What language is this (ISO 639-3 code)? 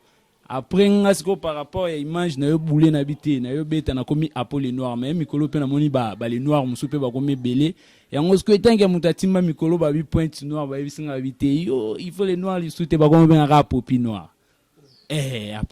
lin